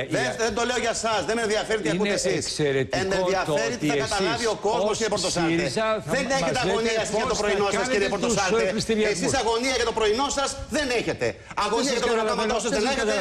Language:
Greek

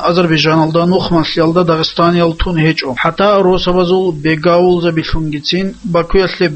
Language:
Avaric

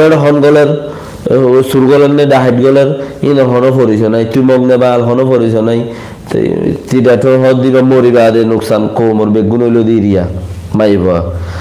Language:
Rohingya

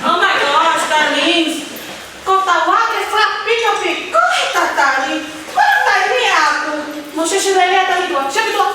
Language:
Tongan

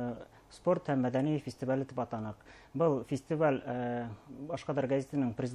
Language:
Bashkir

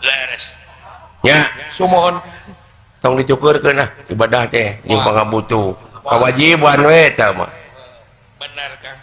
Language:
Sundanese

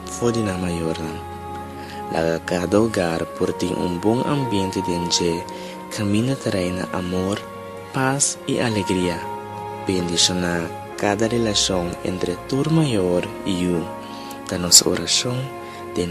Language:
Papiamento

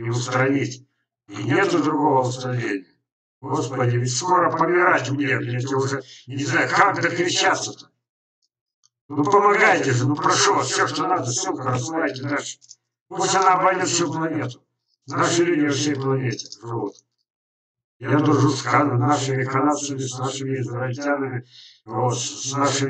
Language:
Russian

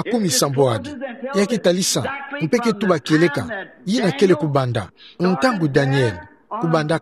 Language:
Kituba (Democratic Republic of Congo)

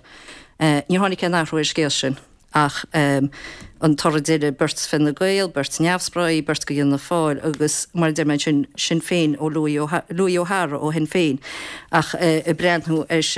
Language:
Irish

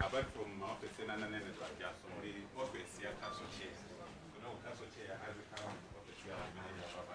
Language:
Nyanja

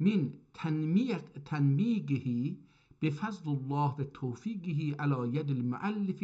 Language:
South Azerbaijani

